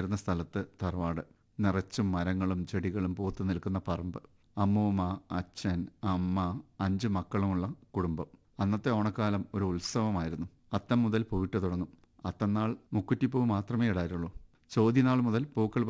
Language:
Malayalam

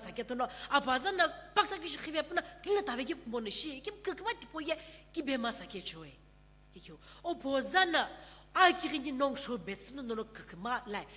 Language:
Sumi Naga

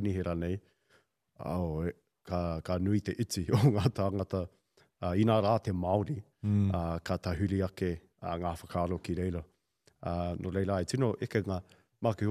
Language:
Māori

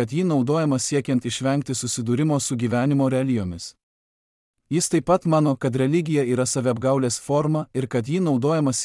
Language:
Lithuanian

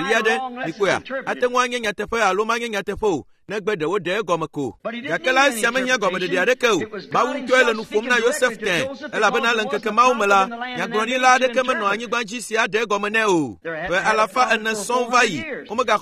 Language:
Ewe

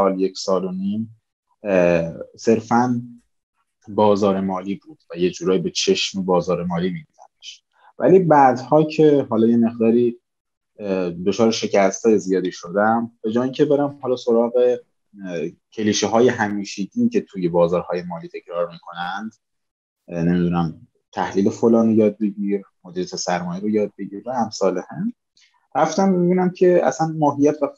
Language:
Persian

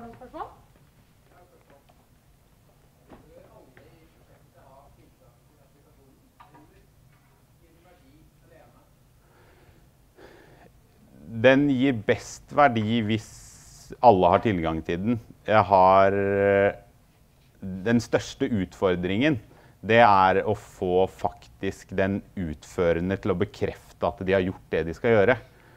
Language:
Norwegian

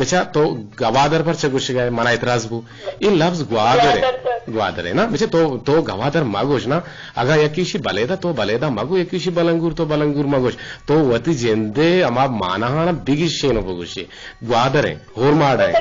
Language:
Eastern Balochi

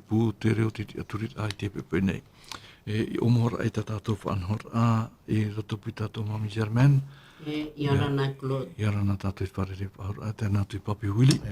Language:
Tahitian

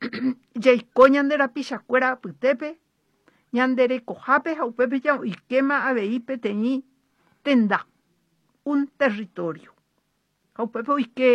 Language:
Guarani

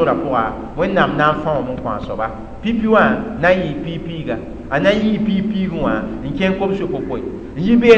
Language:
Mossi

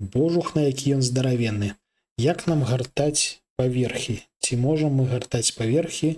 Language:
Belarusian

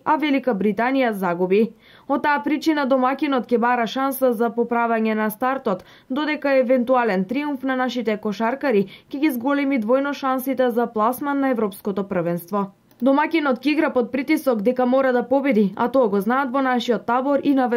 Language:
Macedonian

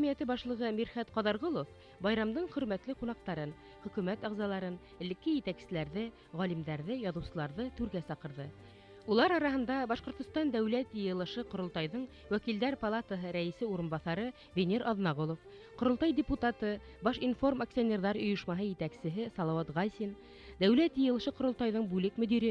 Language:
Bashkir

